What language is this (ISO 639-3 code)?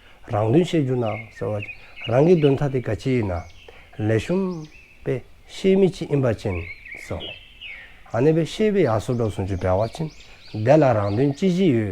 dzo